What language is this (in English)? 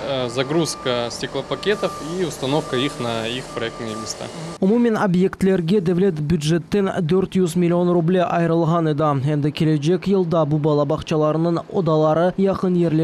Crimean Tatar